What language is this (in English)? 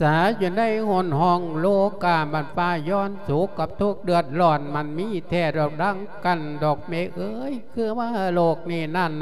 Lao